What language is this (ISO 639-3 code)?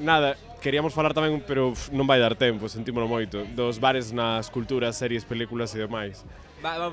glg